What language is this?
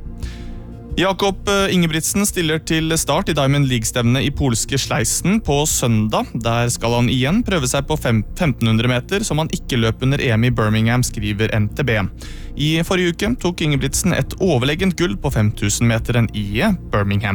Norwegian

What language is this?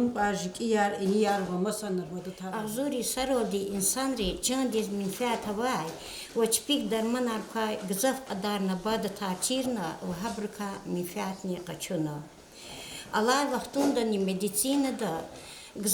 Lezghian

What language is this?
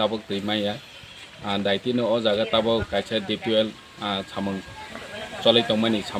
Kok Borok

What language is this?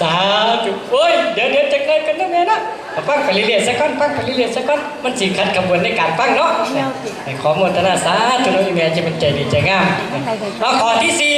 Northeastern Thai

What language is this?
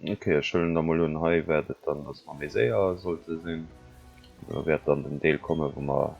Luxembourgish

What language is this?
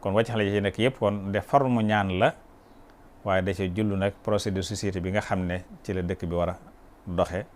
Wolof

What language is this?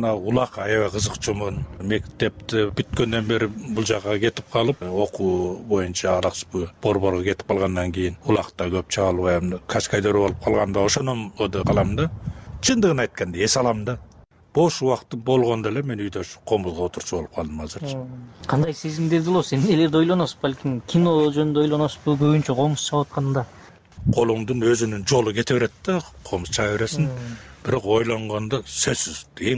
Kyrgyz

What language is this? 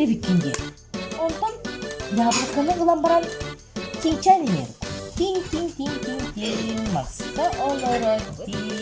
Yakut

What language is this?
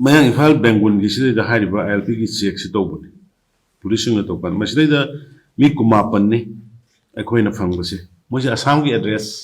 Manipuri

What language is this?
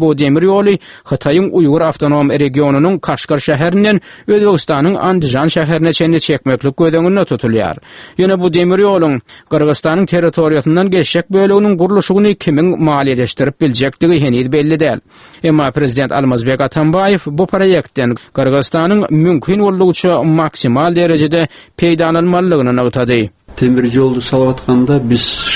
Turkmen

